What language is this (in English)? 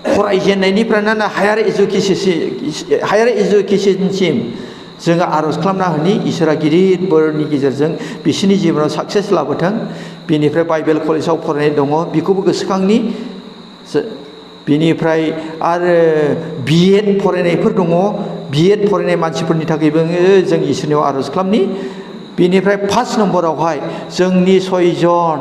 Bodo